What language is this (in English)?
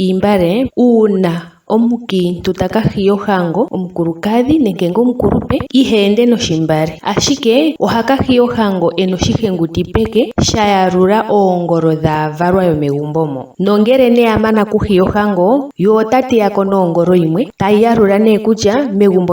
Ndonga